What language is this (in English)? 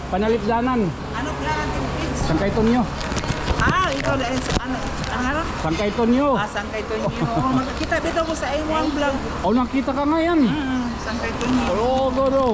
Waray